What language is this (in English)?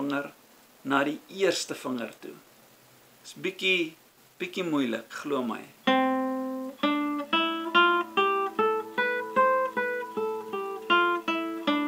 Afrikaans